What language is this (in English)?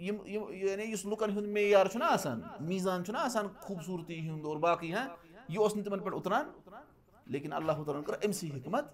Kashmiri